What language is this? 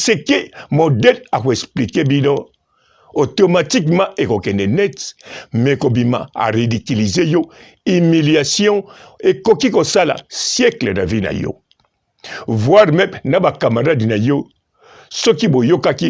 Lingala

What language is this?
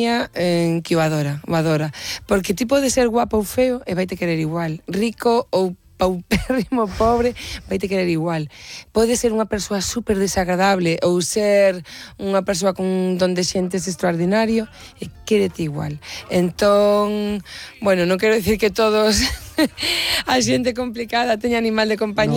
Galician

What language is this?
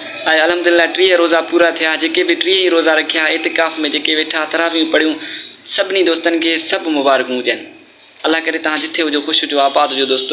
Sindhi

